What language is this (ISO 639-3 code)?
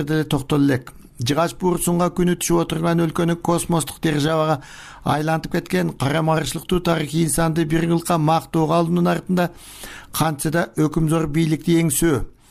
kir